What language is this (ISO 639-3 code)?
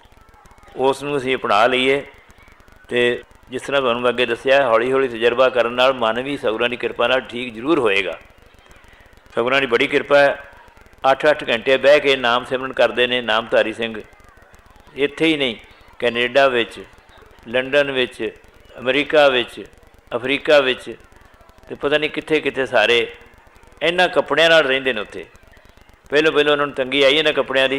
pan